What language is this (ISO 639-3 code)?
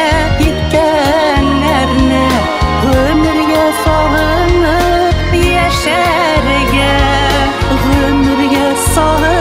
tat